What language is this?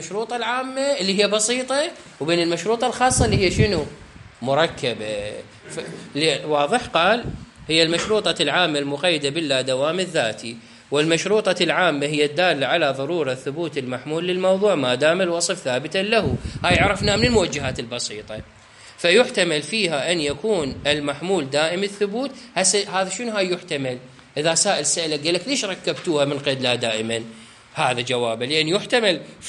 Mesopotamian Arabic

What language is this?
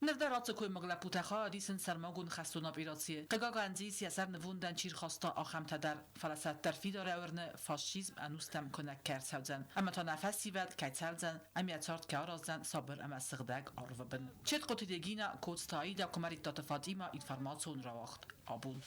Ossetic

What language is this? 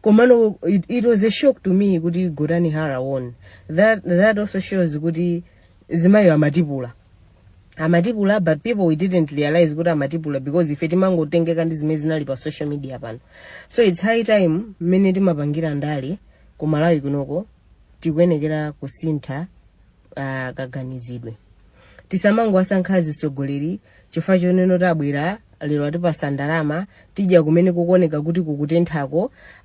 Nyanja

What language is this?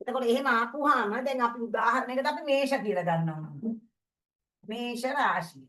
Sinhala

